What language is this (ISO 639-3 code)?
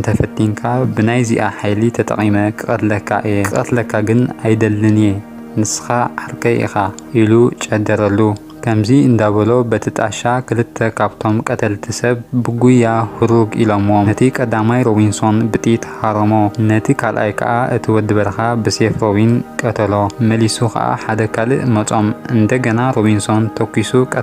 tir